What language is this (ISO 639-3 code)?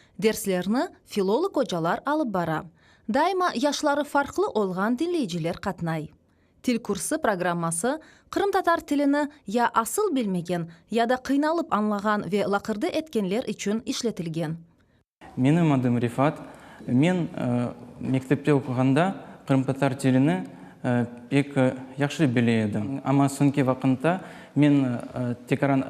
crh